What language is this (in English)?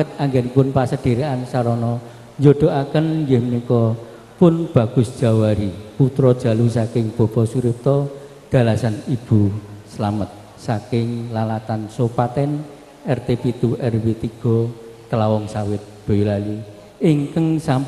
Javanese